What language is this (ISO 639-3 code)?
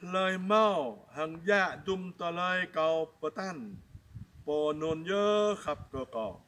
jra